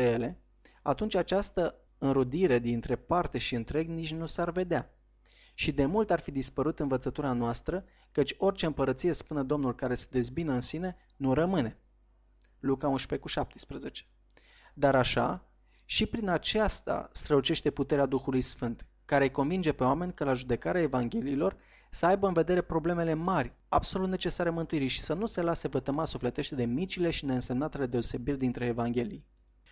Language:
Romanian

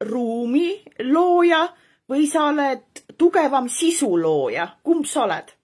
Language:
Estonian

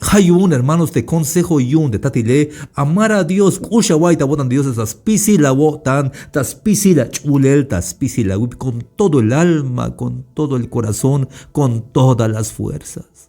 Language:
Tzeltal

